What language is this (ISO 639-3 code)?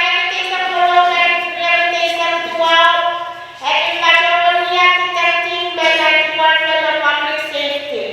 pon